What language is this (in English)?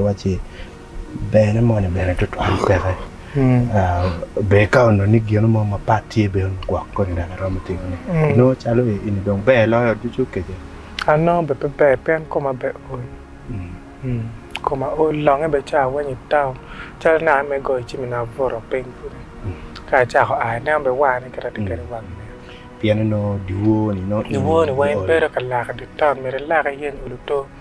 Acoli